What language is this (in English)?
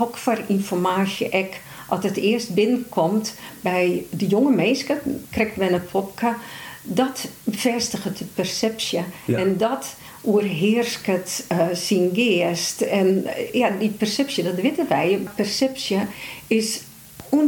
Western Frisian